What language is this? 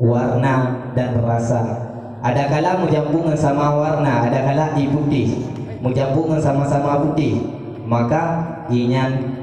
Achinese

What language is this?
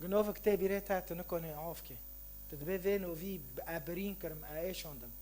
Kurdish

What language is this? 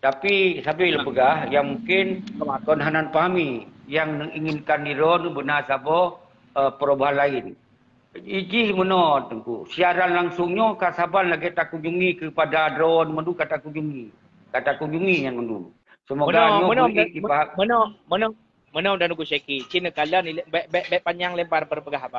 Achinese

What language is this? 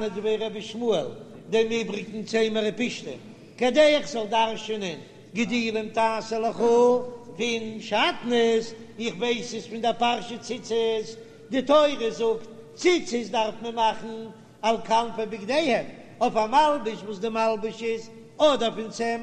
Yiddish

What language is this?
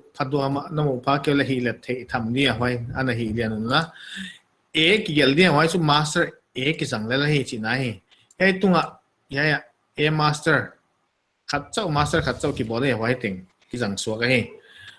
Paite Chin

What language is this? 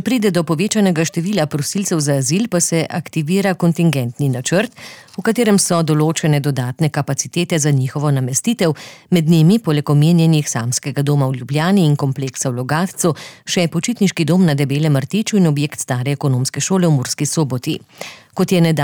Slovenian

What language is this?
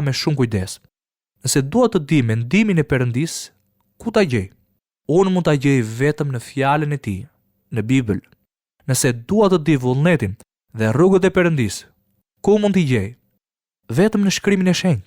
Albanian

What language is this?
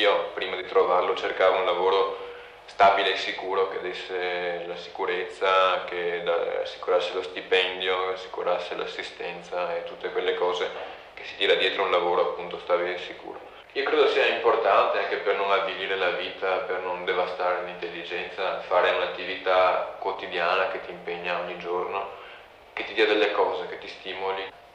Italian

